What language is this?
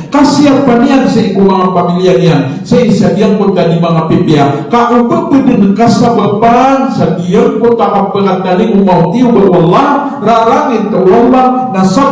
Maranao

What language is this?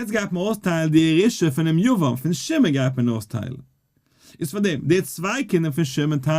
Yiddish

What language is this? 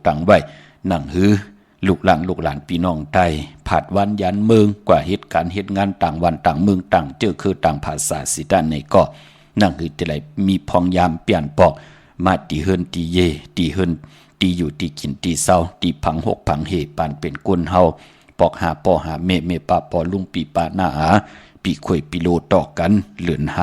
Shan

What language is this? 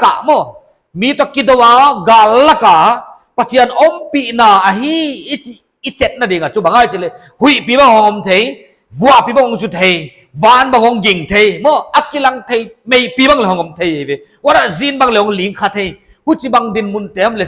Paite Chin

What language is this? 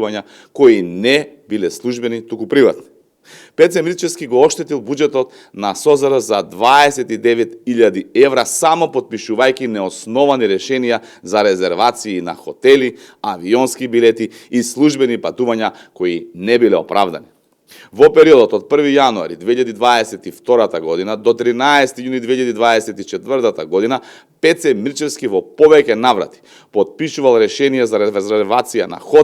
Macedonian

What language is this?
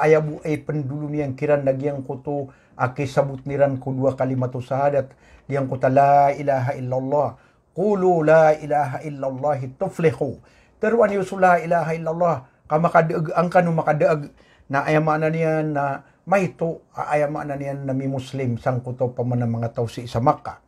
Maranao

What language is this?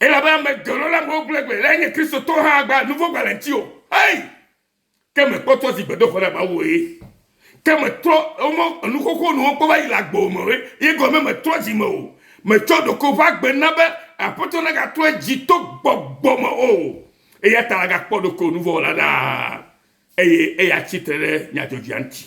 Ewe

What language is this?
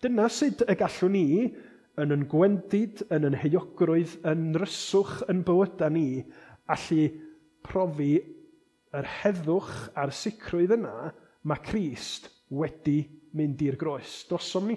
Welsh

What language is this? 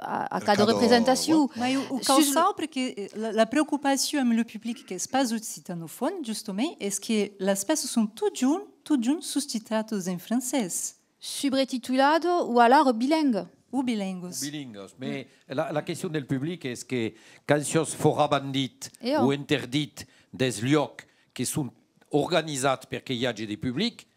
Occitan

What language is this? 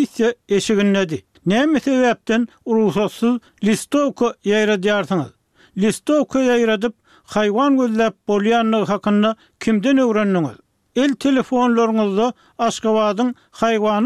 Turkmen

